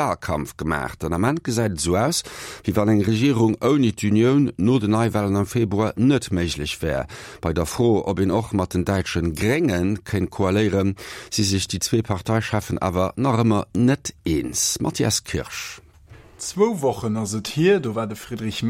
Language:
Luxembourgish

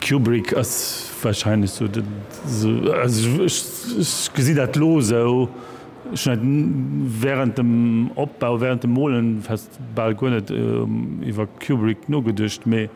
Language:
Luxembourgish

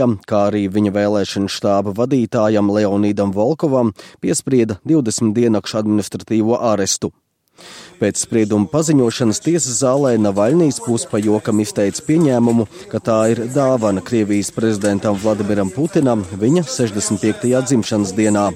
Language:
Latvian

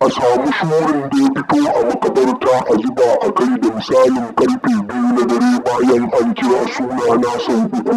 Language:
Hausa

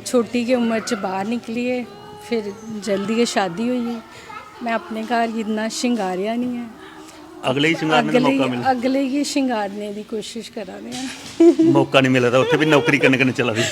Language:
Dogri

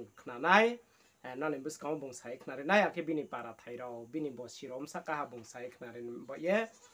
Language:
Riang (India)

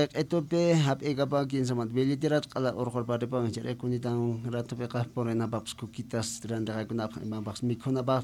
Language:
Quechua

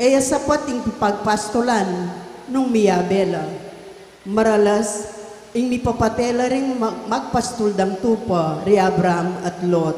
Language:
Pampanga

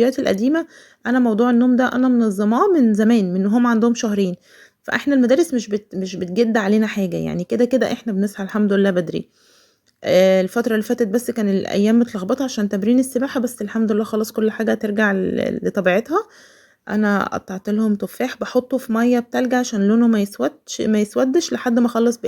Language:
Egyptian Arabic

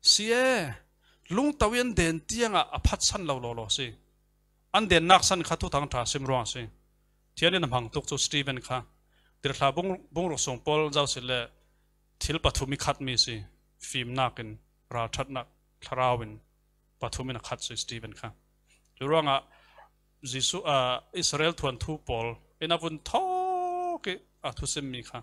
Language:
Falam Chin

